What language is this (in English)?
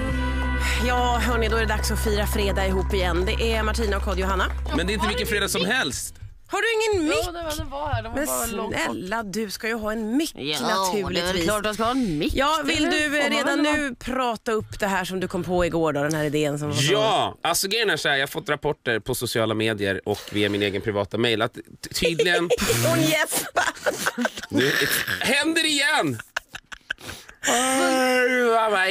Swedish